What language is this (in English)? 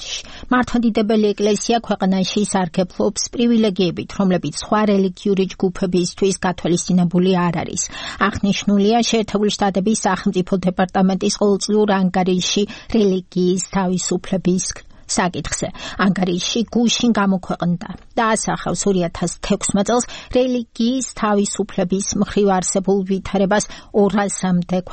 Georgian